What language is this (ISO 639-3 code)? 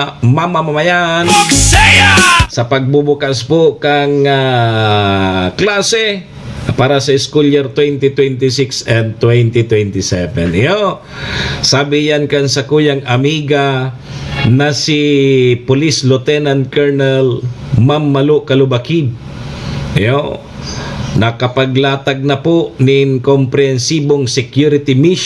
bik